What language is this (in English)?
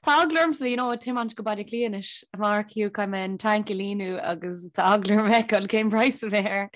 Irish